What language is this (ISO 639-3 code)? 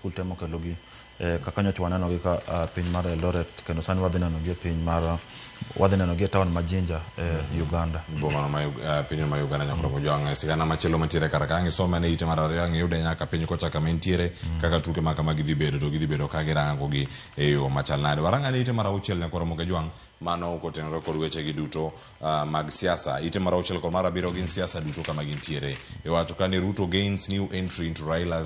luo